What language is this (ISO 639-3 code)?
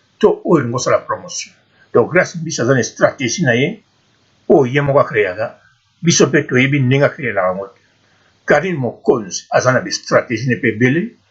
lin